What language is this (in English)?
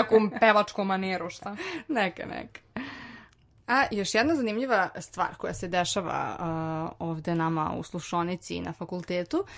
Serbian